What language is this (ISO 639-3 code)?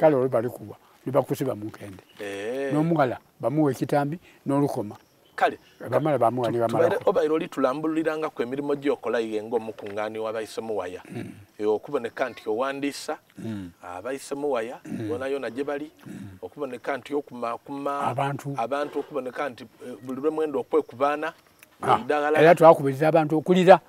xog